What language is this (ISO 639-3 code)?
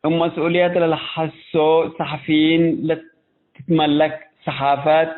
tig